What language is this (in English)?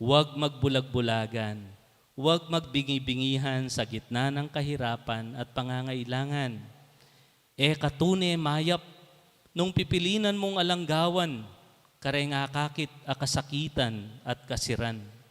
Pampanga